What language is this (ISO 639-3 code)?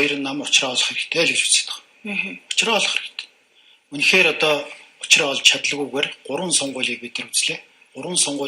mon